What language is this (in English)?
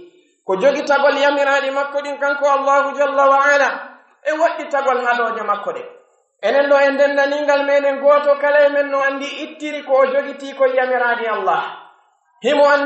Pular